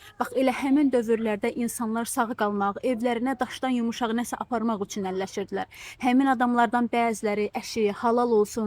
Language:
Azerbaijani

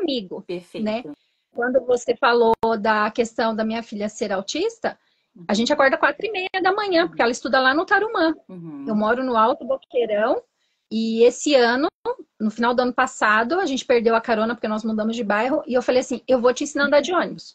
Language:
Portuguese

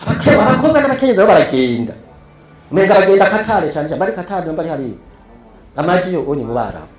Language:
Rundi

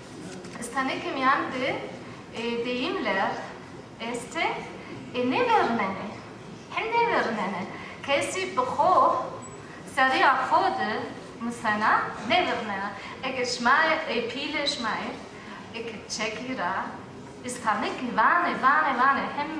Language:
Zaza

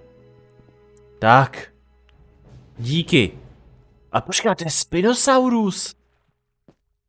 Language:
Czech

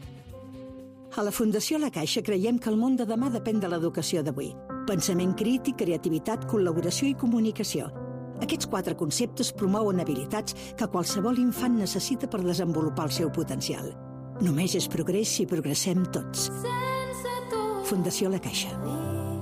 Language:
Catalan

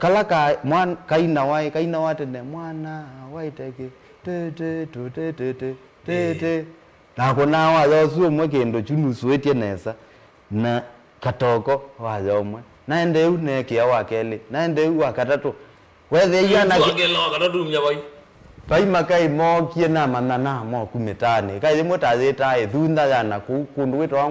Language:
Kamba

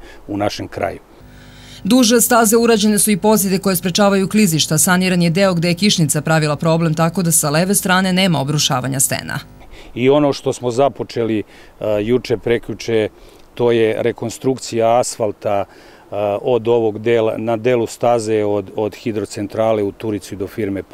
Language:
Serbian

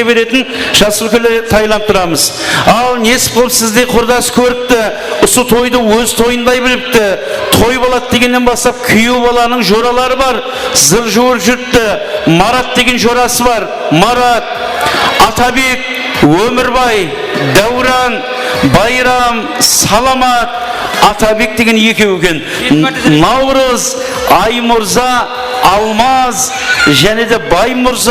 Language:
Kara-Kalpak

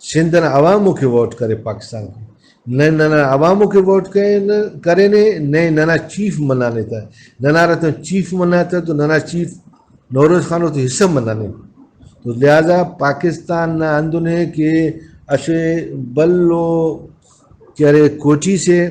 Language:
Brahui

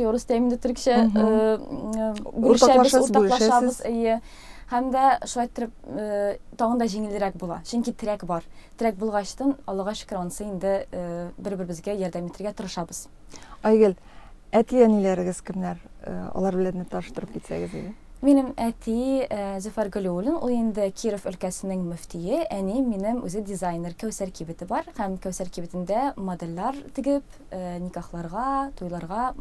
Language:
Tatar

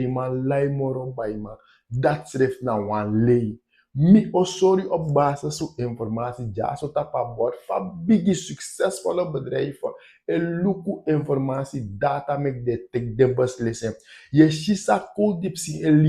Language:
Sranan Tongo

